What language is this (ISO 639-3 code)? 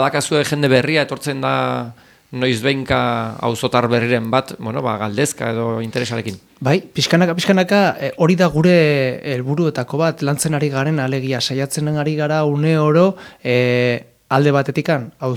eus